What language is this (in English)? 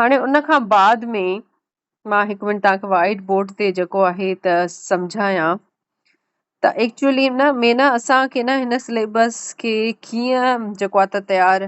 Sindhi